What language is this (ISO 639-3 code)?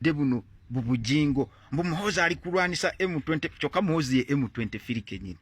lug